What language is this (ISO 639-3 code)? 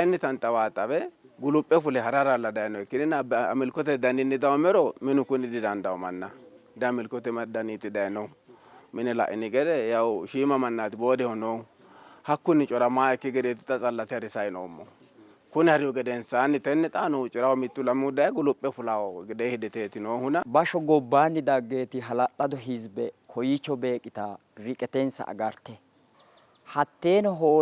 sid